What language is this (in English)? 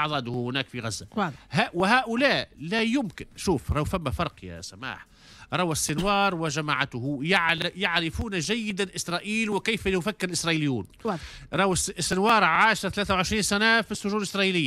Tunisian Arabic